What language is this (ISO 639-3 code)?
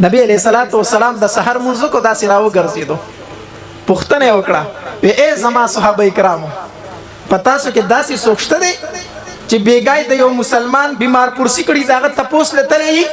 pus